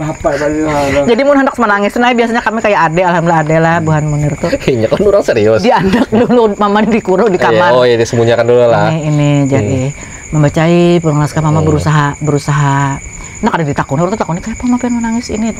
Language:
Banjar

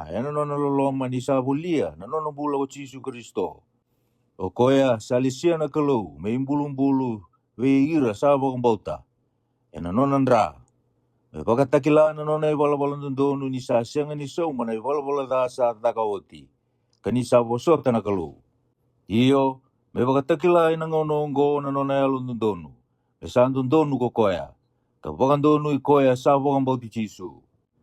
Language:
Fijian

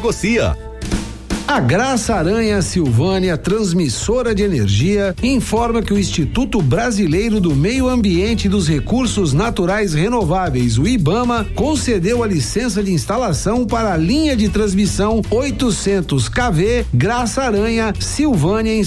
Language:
Portuguese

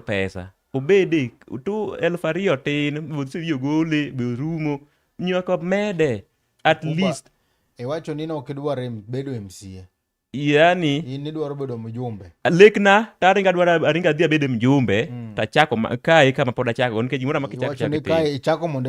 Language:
Luo (Kenya and Tanzania)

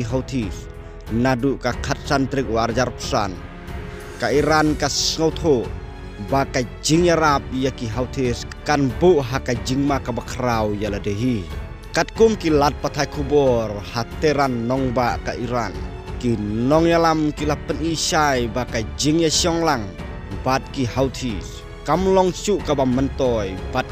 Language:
Khasi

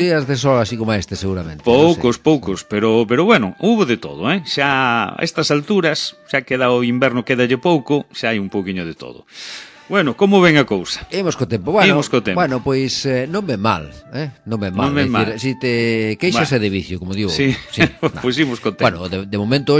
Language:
Galician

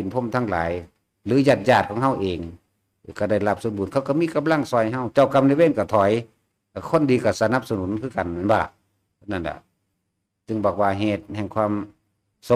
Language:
Northeastern Thai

